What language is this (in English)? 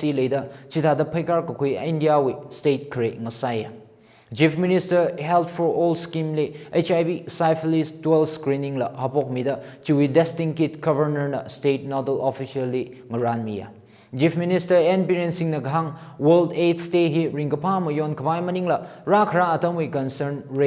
Tangkhul Naga (India)